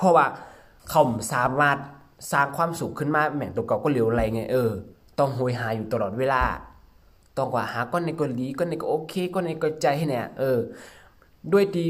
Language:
Shan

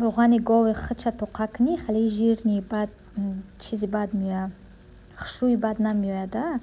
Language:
Tajik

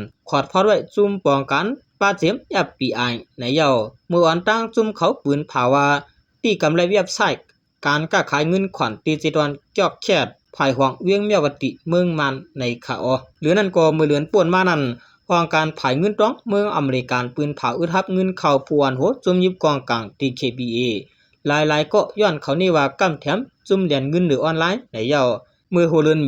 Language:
Shan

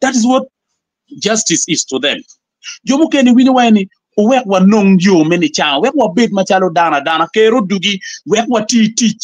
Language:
Acoli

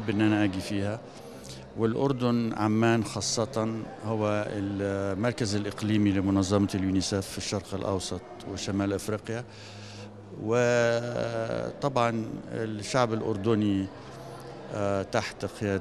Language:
North Levantine Arabic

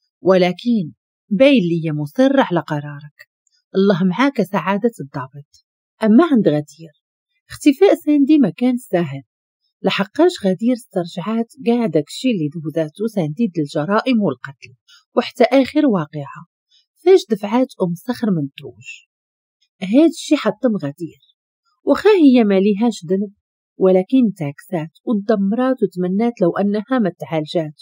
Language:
Moroccan Arabic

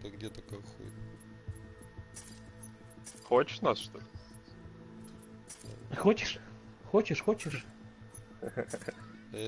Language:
Russian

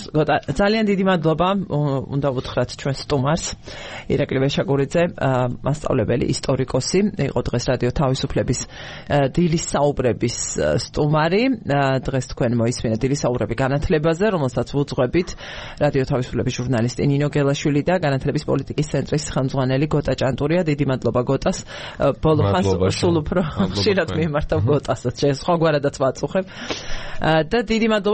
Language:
Georgian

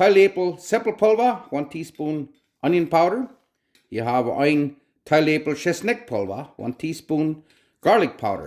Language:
Plautdietsch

